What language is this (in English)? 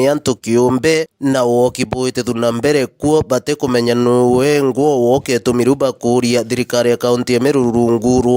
Meru